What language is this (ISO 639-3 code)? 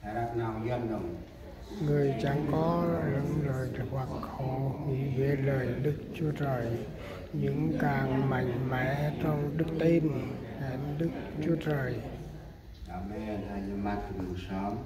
cmo